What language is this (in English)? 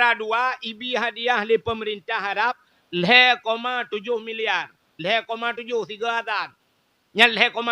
Achinese